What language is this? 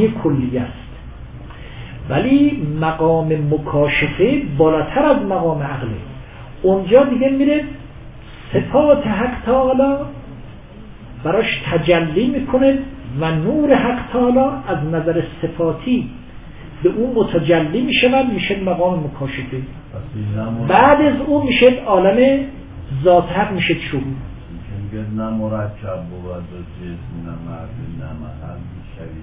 Persian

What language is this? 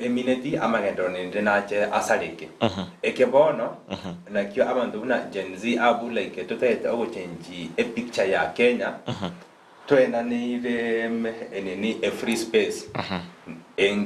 Gusii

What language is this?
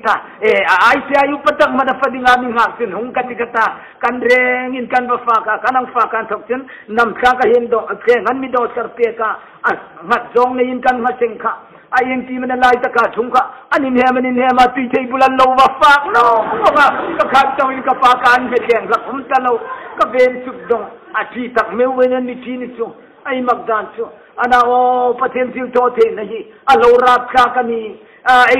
Hmar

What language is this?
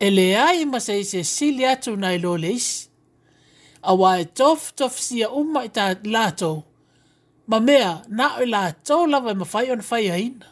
Samoan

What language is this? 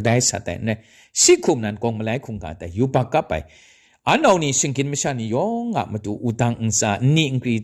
Kachin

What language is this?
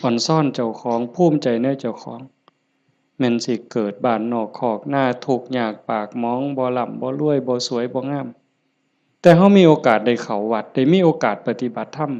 Lao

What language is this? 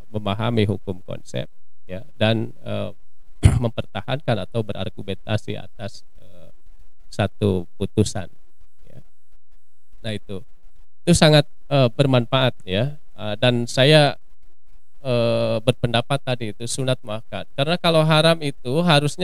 Indonesian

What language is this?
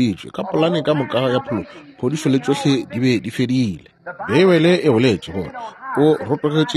Northern Sotho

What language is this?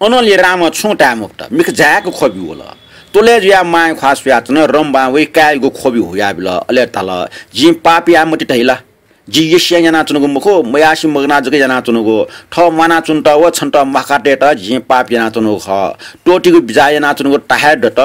Newari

